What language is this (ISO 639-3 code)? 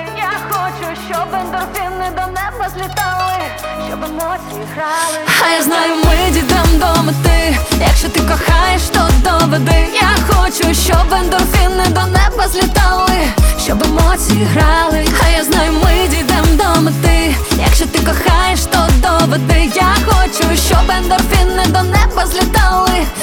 ukr